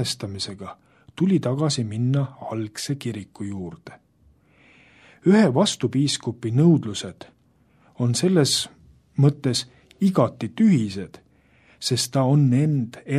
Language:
Estonian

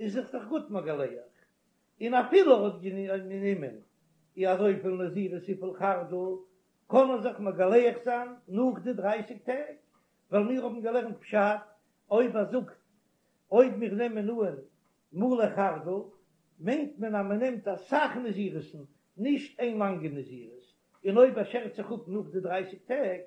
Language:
Yiddish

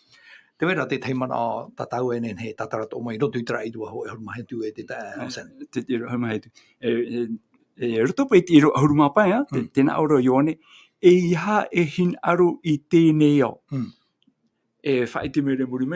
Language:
Tahitian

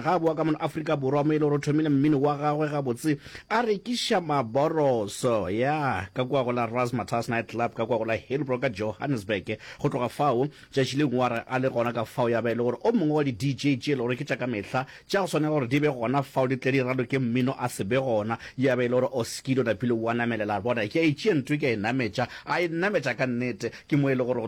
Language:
Northern Sotho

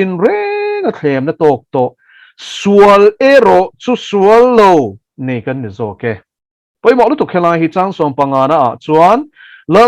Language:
Mizo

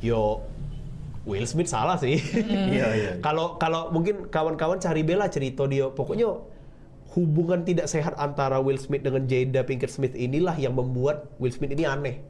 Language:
Musi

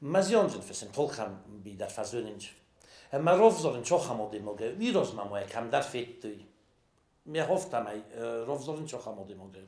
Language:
Ossetic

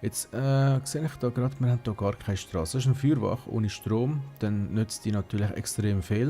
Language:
Swiss German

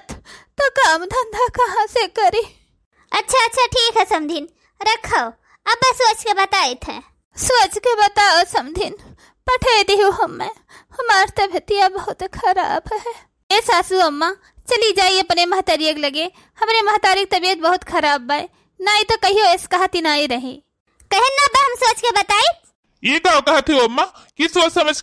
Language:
Awadhi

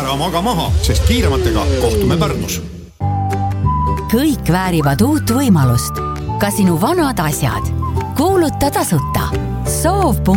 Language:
Estonian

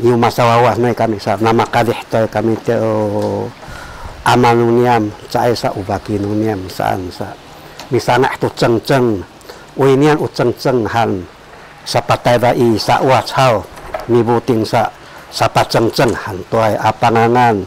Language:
Sakizaya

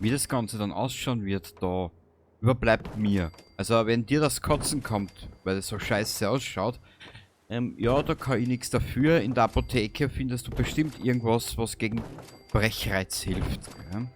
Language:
Bavarian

